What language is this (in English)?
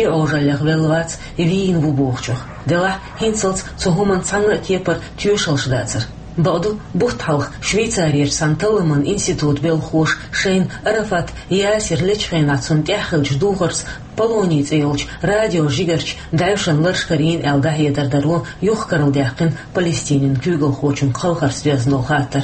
Chechen